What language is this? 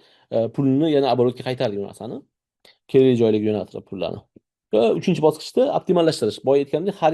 Uzbek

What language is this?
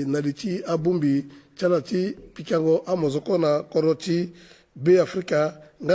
Sango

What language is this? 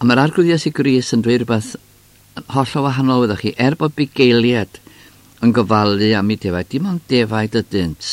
Welsh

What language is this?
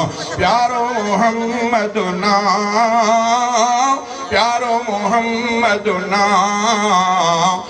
Sindhi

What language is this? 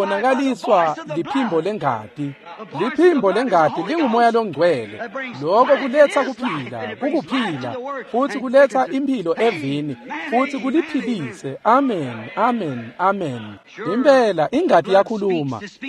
Swati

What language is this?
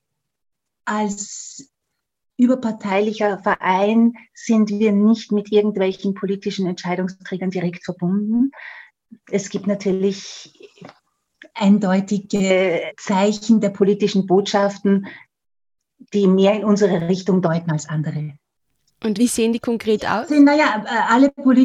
German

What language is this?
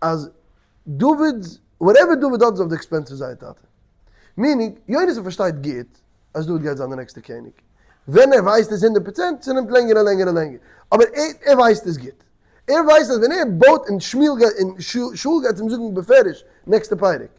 Yiddish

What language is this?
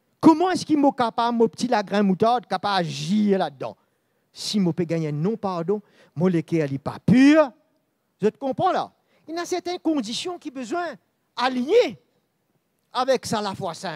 Morisyen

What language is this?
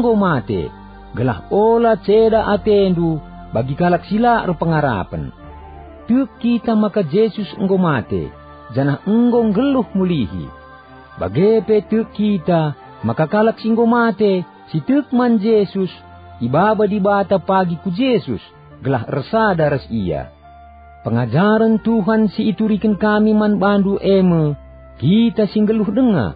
Batak Karo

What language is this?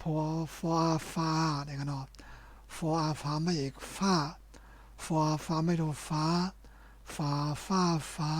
Shan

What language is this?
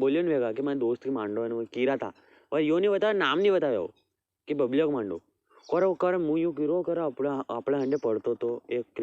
Rajasthani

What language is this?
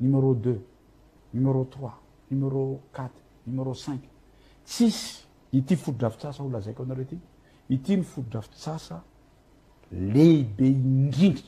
Malagasy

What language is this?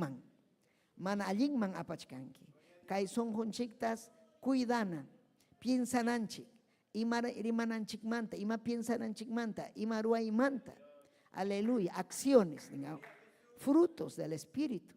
Ayacucho Quechua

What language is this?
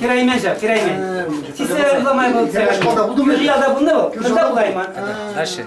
Chuvash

